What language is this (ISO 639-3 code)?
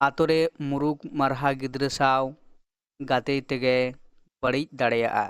sat